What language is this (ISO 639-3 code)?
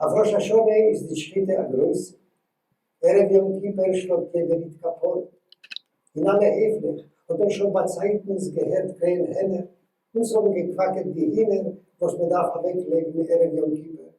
yid